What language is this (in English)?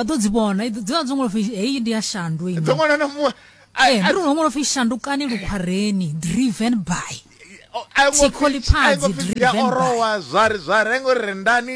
Venda